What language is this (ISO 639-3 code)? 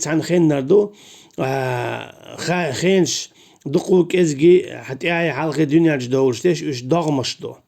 che